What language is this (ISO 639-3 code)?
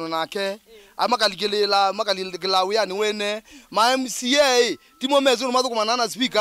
kam